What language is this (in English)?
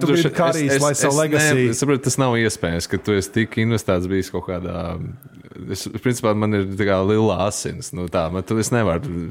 Latvian